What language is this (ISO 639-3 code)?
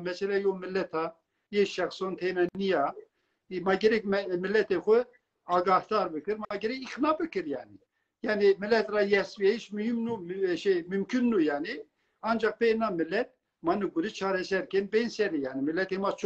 zza